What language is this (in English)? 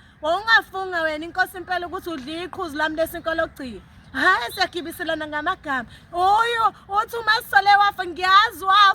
Zulu